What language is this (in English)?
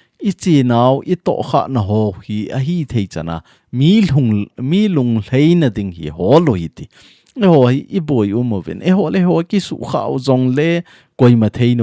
Thado Chin